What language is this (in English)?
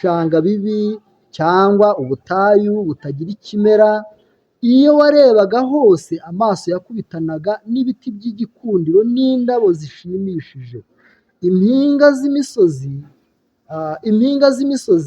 Kinyarwanda